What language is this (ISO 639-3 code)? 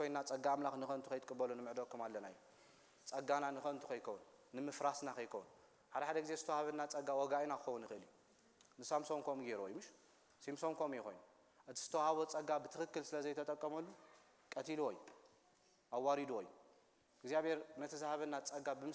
tir